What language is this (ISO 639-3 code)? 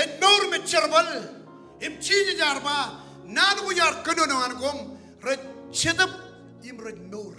mah